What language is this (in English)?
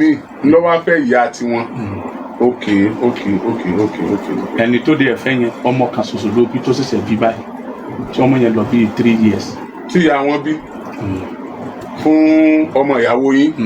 Yoruba